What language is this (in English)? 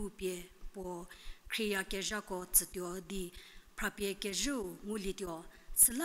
Angami Naga